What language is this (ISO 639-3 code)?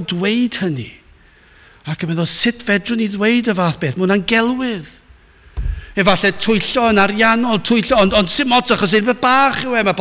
cym